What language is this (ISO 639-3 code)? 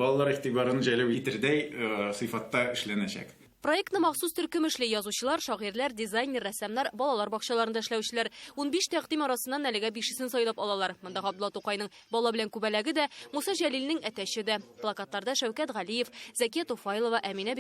tat